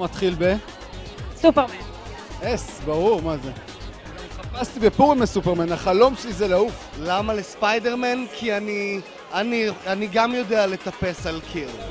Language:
Hebrew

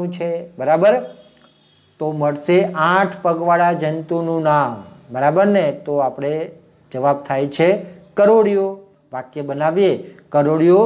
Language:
Gujarati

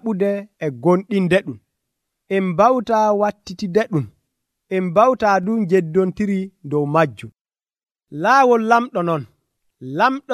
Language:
Nigerian Fulfulde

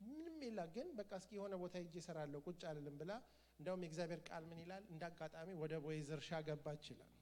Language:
Amharic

